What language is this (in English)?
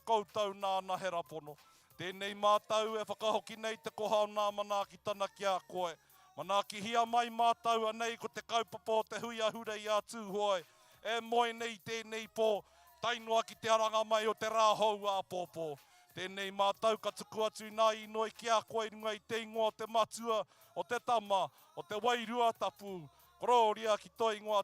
Māori